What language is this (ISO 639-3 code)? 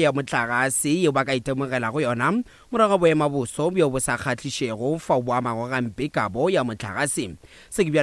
nso